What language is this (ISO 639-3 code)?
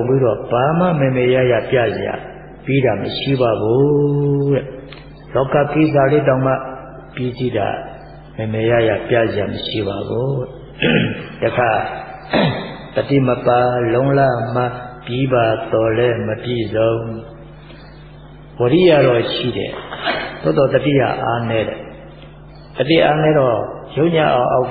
mya